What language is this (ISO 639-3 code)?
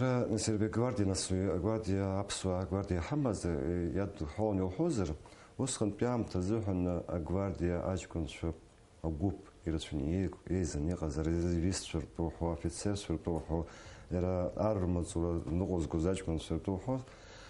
abk